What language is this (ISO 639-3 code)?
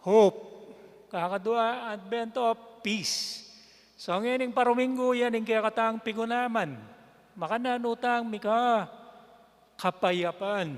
pam